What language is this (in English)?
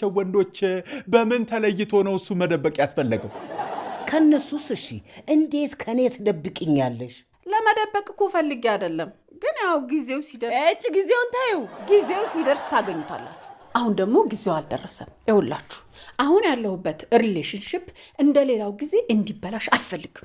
Amharic